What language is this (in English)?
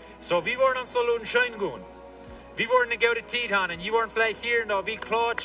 Plautdietsch